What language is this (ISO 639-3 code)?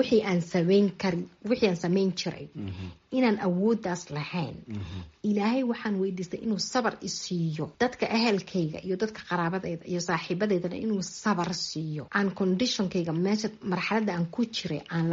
som